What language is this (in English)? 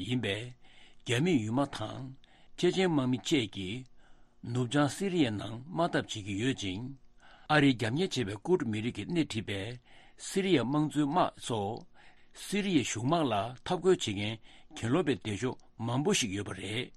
Tibetan